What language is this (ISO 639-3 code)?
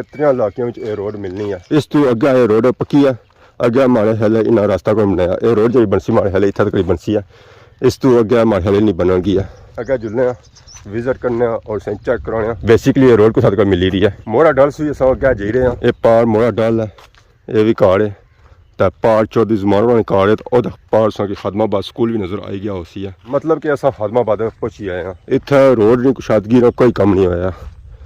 phr